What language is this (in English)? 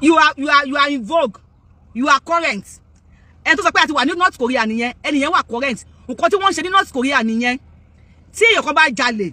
Yoruba